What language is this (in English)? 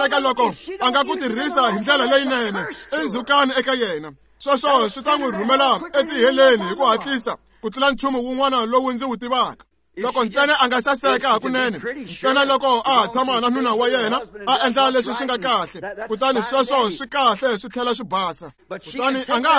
Tsonga